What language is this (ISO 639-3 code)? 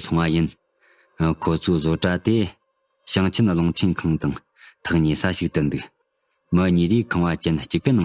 bod